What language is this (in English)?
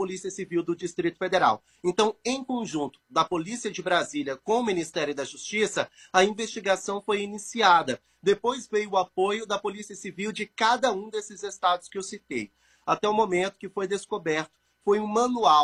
Portuguese